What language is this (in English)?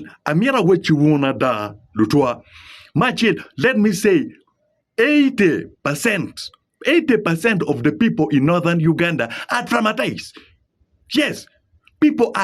Acoli